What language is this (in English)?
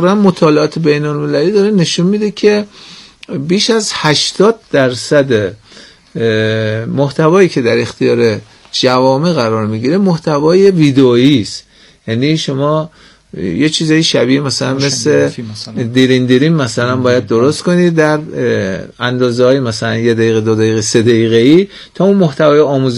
Persian